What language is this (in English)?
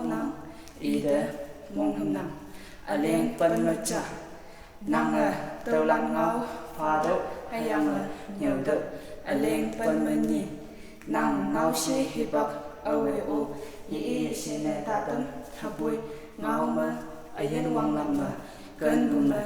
Konyak Naga